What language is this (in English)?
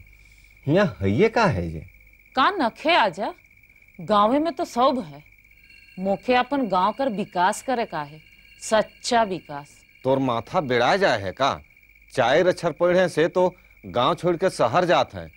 Sadri